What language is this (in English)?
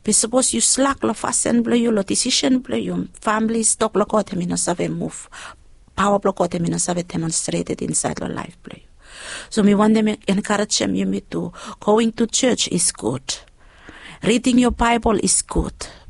Bislama